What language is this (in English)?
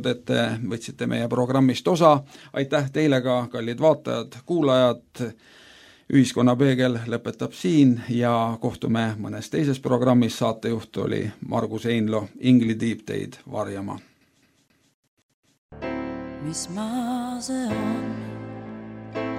Estonian